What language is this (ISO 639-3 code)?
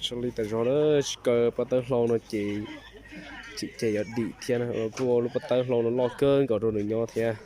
hmn